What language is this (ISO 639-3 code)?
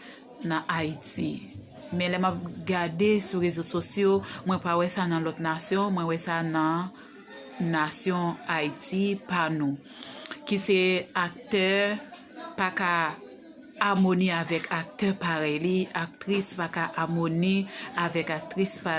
hat